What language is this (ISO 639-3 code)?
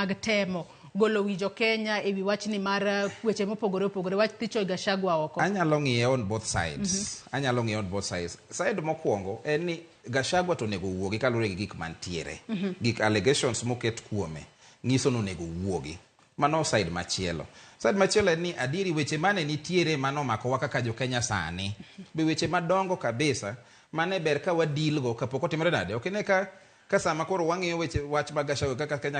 luo